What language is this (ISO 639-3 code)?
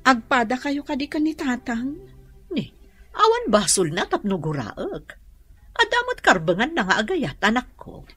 ilo